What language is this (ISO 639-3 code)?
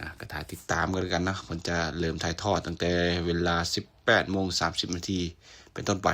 lao